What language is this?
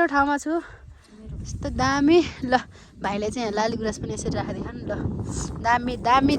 Nepali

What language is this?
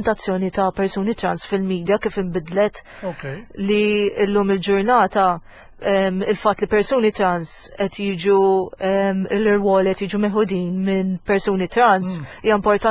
Maltese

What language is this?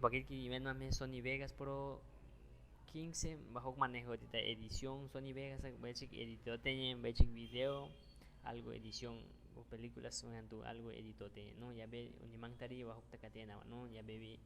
Aguaruna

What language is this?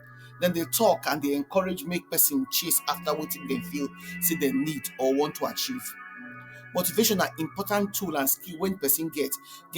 Nigerian Pidgin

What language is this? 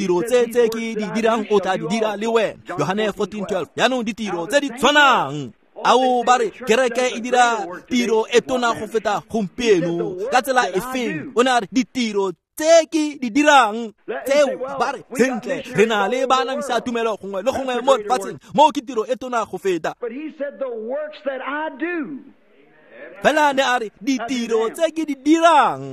Tswana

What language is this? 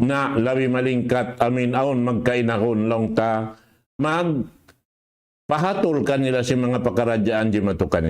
Tausug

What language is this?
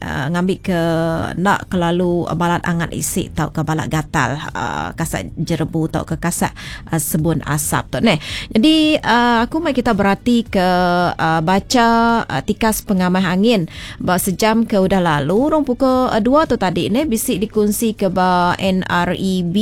Iban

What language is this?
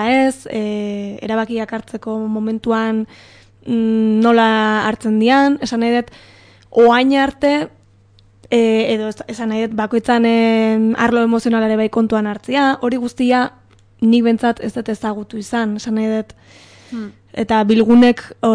Basque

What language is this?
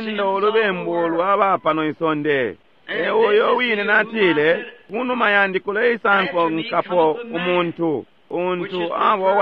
Bemba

